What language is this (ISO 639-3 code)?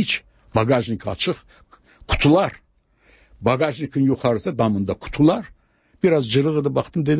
aze